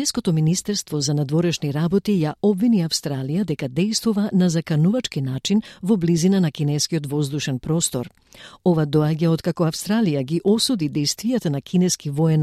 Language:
Macedonian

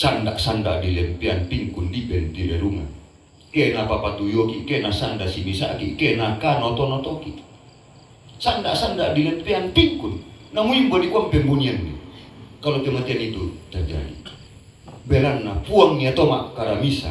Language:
Toraja-Sa'dan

